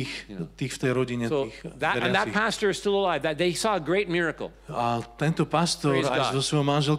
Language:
Slovak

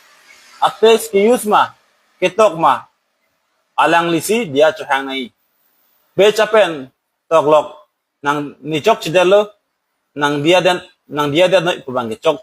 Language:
Karbi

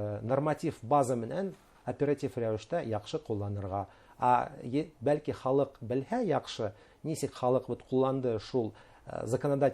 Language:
Bashkir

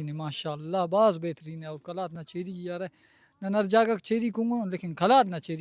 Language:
Brahui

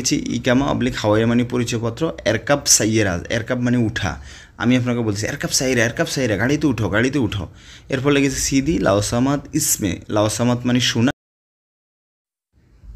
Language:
Bangla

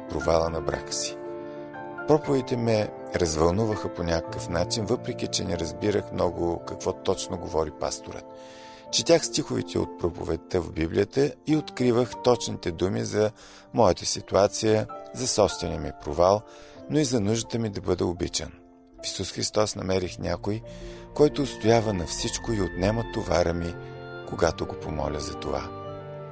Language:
Bulgarian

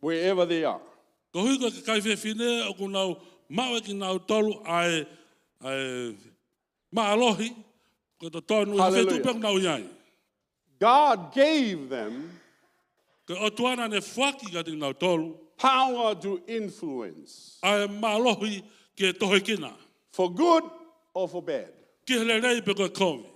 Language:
Tongan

